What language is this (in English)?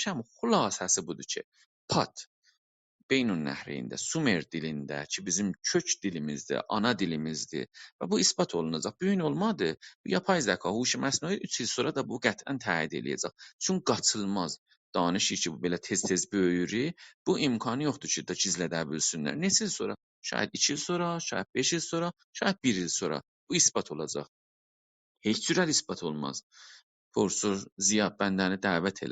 South Azerbaijani